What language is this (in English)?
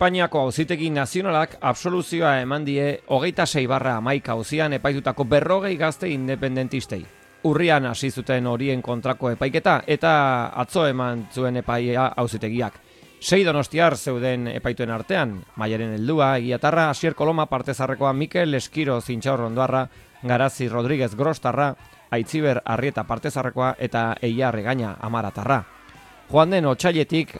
Basque